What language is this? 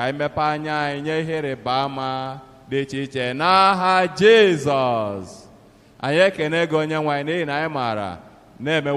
Igbo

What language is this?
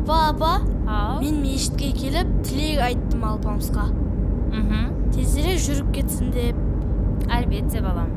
Kara-Kalpak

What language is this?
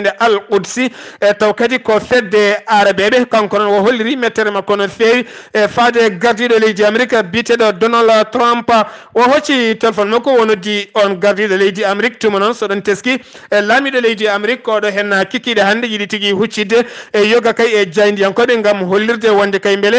Fula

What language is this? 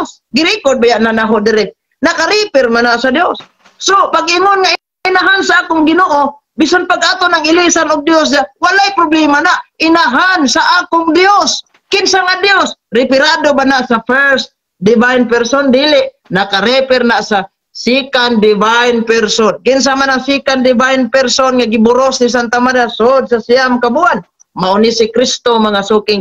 Cebuano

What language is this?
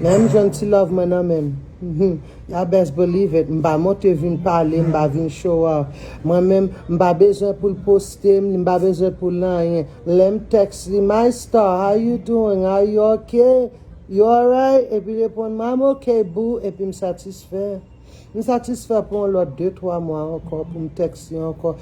Haitian Creole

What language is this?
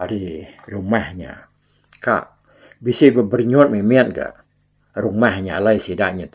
Iban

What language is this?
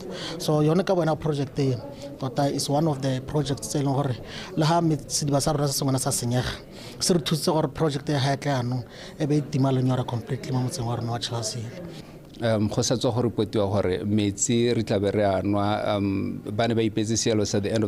Tswana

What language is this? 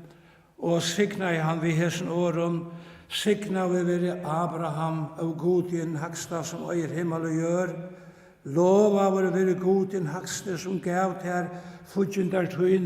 Faroese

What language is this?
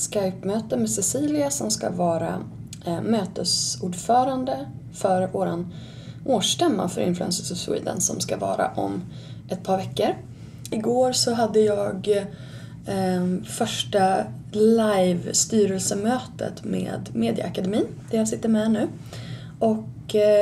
Swedish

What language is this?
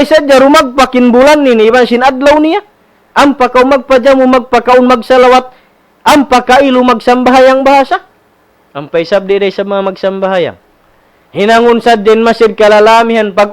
Tausug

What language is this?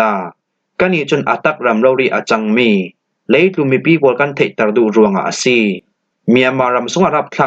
Falam Chin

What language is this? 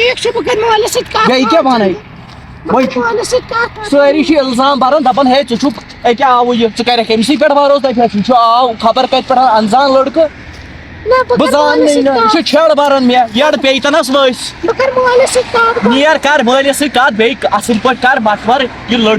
Kashmiri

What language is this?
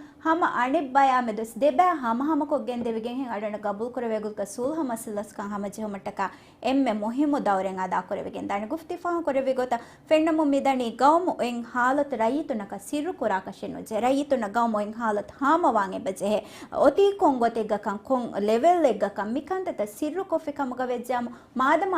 Divehi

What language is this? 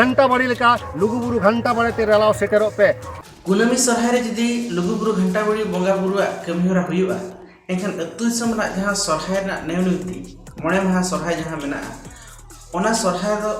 Santali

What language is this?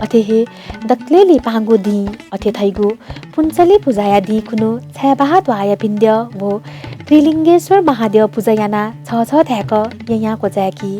Newari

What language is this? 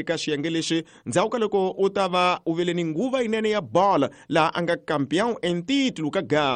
Tsonga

